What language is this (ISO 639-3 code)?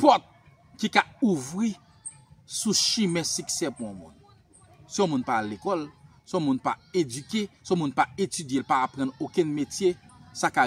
hat